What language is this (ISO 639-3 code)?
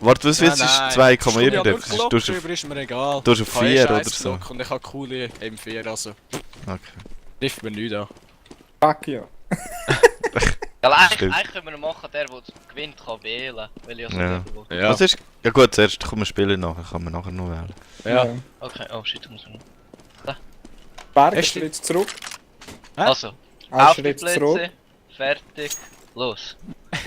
gsw